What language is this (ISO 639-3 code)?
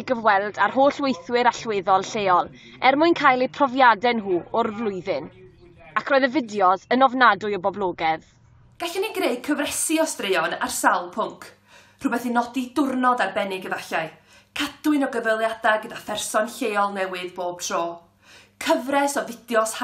cym